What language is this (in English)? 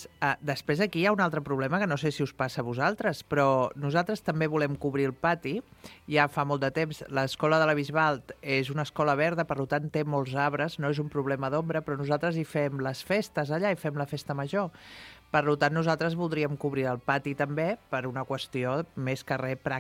Catalan